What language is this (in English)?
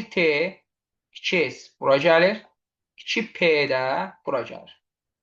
Azerbaijani